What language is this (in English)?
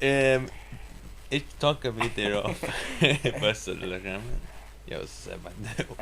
Faroese